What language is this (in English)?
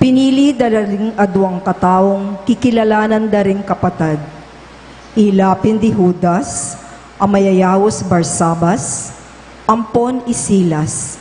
Pampanga